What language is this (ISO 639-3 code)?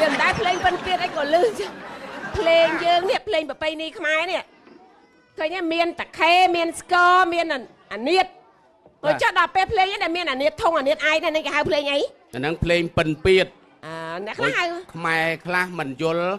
khm